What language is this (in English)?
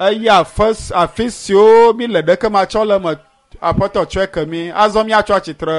Ewe